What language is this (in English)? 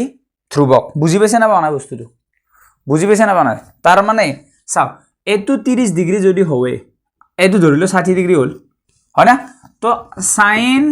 Assamese